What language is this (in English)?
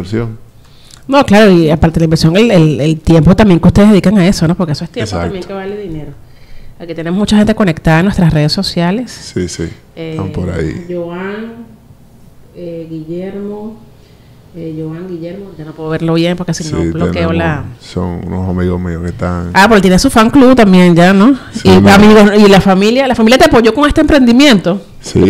Spanish